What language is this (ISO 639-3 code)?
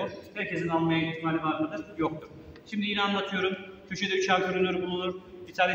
tur